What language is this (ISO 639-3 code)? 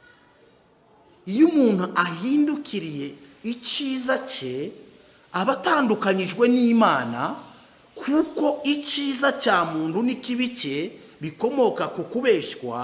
kin